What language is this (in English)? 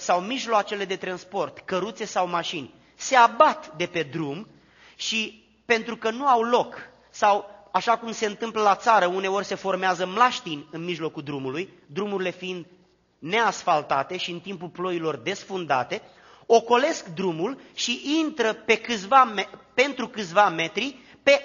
Romanian